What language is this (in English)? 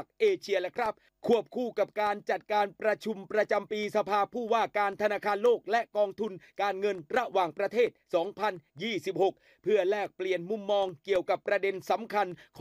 Thai